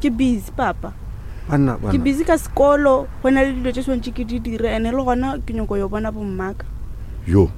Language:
Northern Sotho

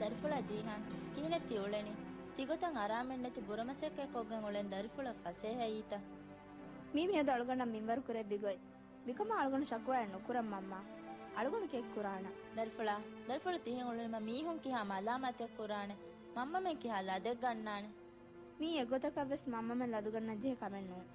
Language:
Divehi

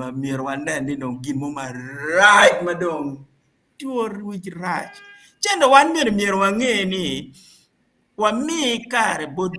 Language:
Acoli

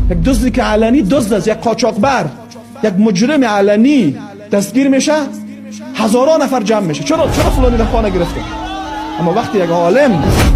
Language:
Persian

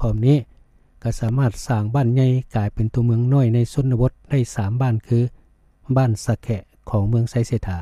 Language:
Lao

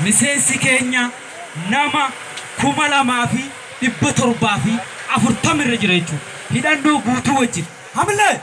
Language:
Oromo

